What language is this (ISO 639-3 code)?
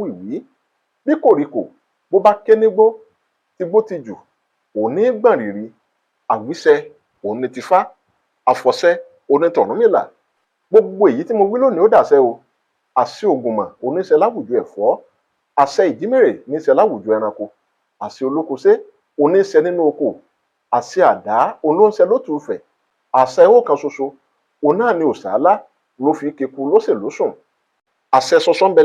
yor